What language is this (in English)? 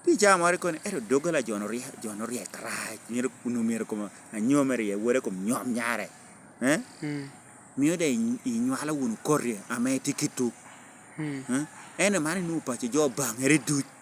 Lango (Uganda)